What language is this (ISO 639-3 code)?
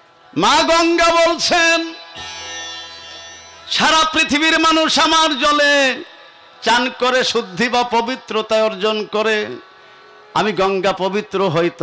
ben